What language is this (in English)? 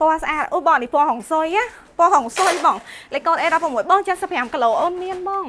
Khmer